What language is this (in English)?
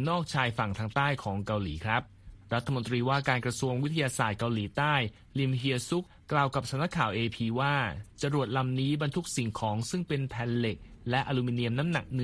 Thai